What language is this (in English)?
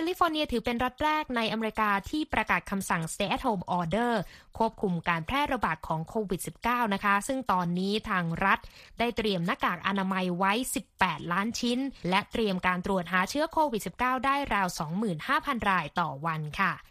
Thai